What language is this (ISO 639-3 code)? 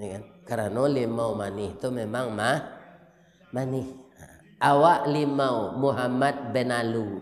min